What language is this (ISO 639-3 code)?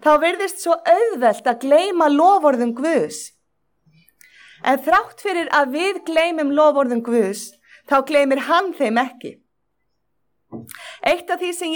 isl